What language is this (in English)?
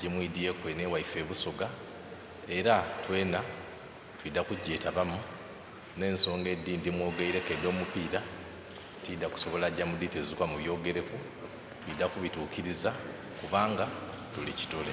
Soga